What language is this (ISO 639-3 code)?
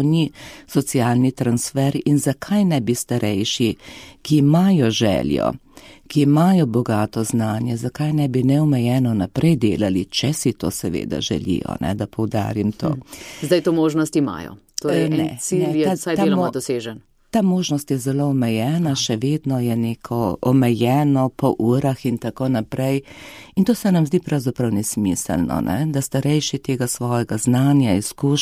slv